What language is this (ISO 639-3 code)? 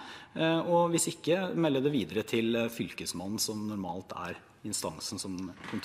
nor